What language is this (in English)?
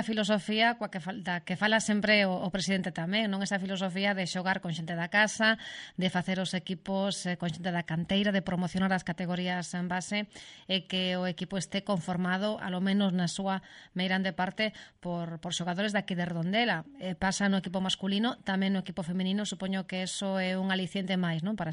Galician